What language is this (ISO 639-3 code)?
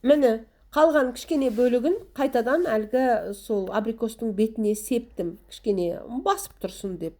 kaz